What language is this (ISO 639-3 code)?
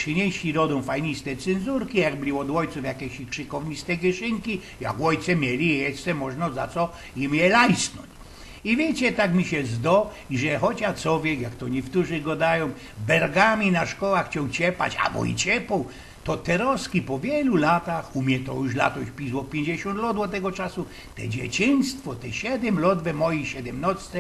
szl